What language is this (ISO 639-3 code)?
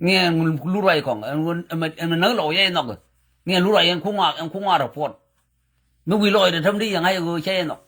nus